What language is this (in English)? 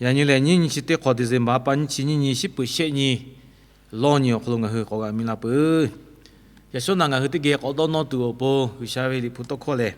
Lahu